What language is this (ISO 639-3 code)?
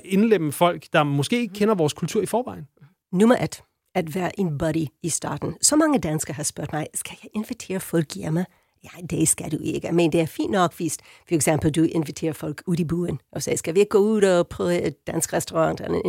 dan